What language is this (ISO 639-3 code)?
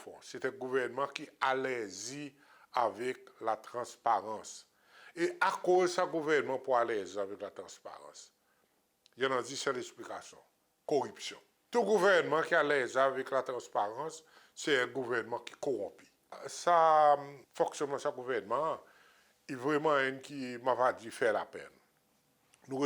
crs